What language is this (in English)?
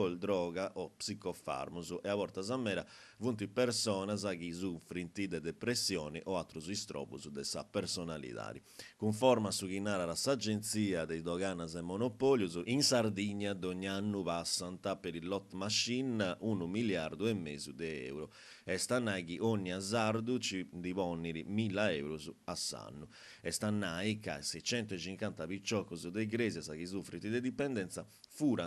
Sardinian